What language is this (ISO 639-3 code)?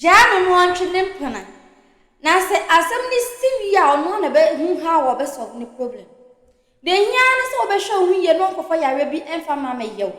aka